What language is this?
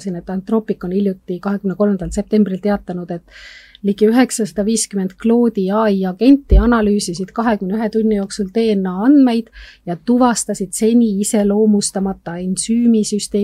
Estonian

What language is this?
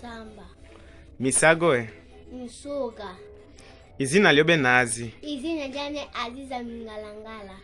Lega-Shabunda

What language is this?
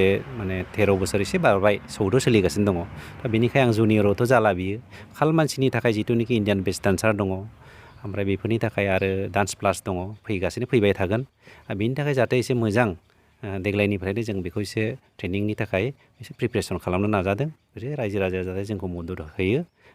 Bodo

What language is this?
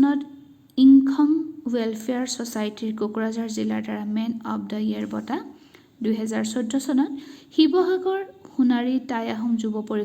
Assamese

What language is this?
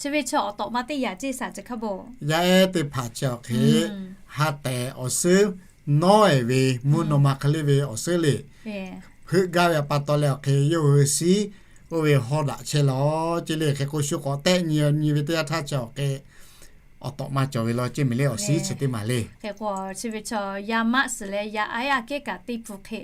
Lahu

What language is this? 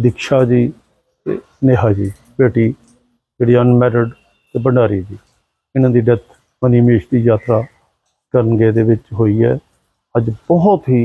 Punjabi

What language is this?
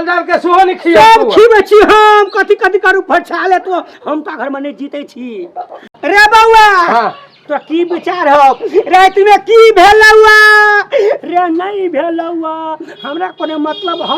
Maithili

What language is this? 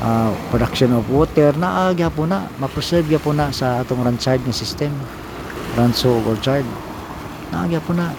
Cebuano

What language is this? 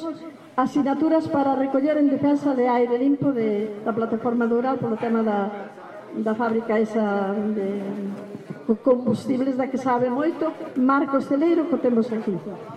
Galician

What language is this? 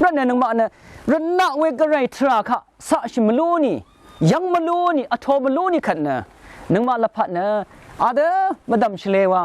Rawang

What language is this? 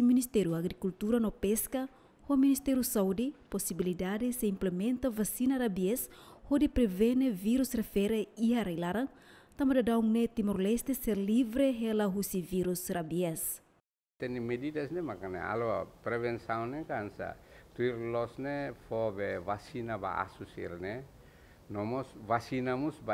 Tetum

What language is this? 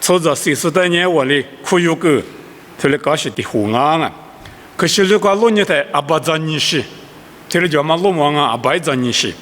Lisu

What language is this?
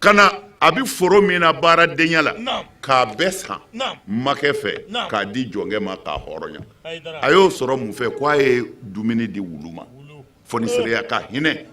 Bambara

